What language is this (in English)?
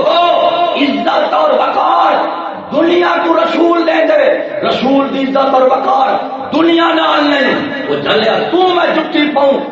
Saraiki